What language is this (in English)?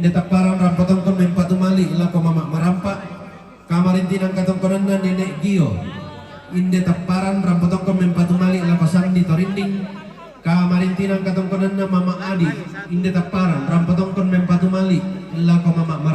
Toraja-Sa'dan